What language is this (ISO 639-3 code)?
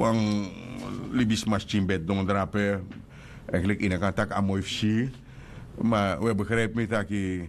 srn